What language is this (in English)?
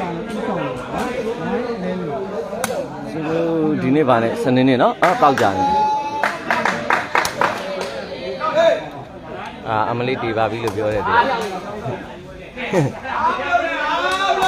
Burmese